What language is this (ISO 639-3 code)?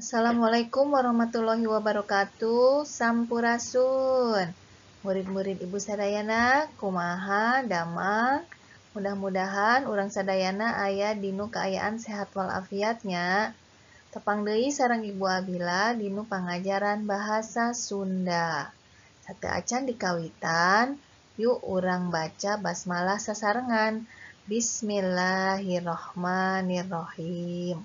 sun